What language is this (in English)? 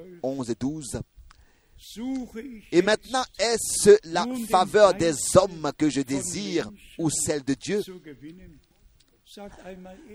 French